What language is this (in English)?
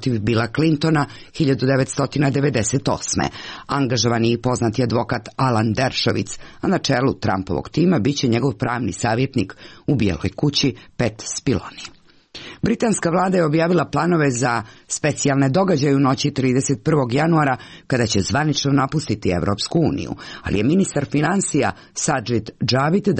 Serbian